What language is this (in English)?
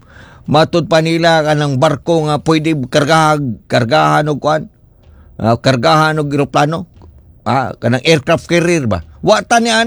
Cebuano